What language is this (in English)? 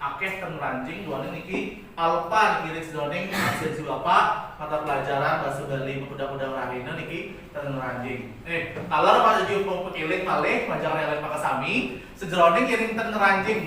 Balinese